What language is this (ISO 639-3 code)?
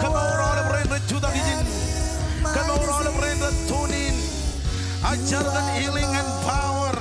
mah